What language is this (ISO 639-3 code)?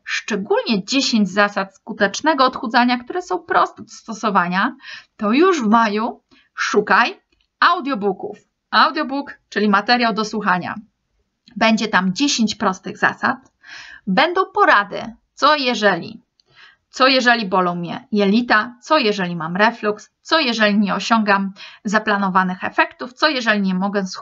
pol